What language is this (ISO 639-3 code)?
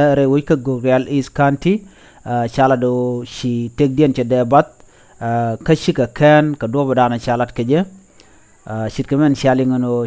nus